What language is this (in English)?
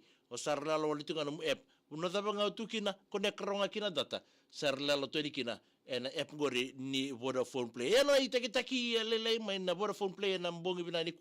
Fijian